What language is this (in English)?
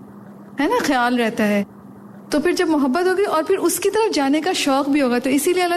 Urdu